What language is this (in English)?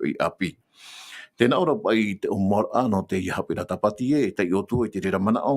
Tahitian